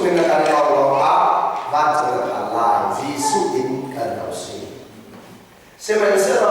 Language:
Hakha Chin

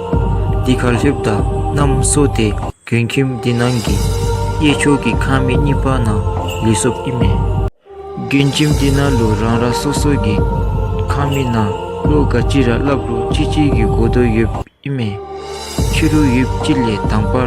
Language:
Dzongkha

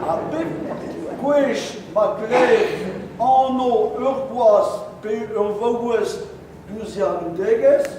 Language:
Breton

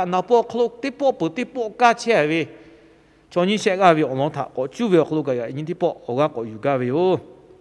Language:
Lahu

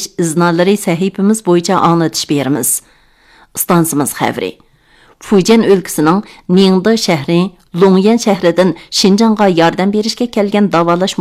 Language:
Uyghur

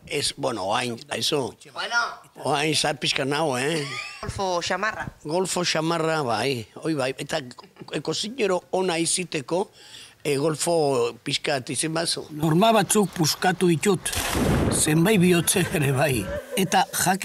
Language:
Basque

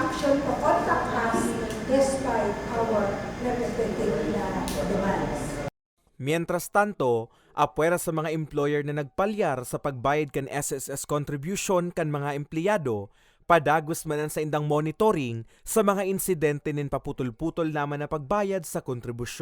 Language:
Bikol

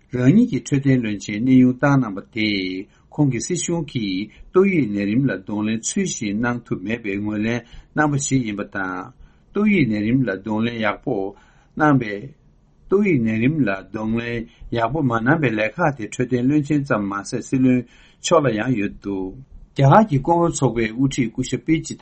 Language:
Tibetan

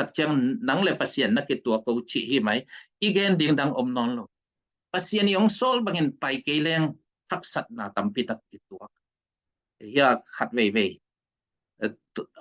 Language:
Tedim Chin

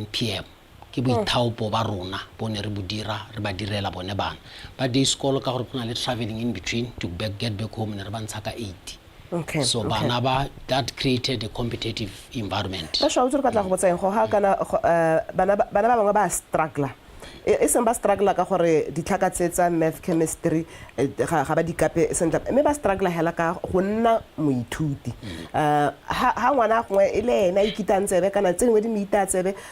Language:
Tswana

